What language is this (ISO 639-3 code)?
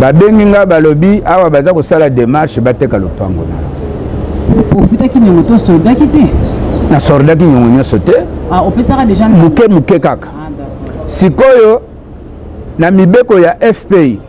lin